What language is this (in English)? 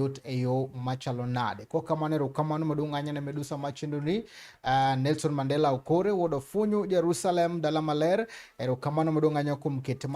Luo (Kenya and Tanzania)